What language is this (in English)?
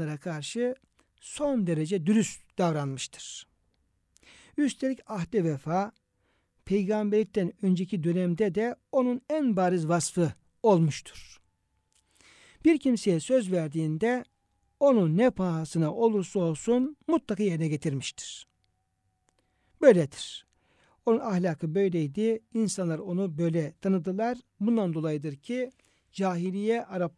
Turkish